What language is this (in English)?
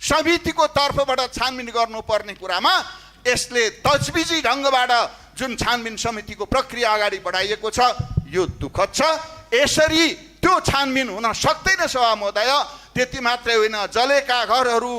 Nepali